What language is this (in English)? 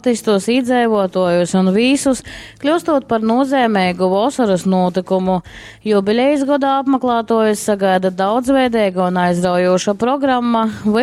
Latgalian